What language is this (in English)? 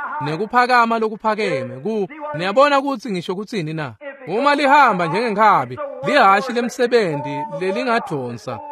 Swati